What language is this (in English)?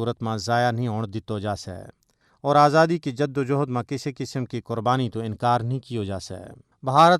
Gujari